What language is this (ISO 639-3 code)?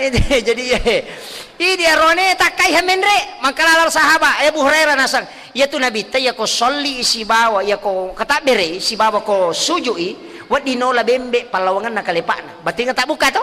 bug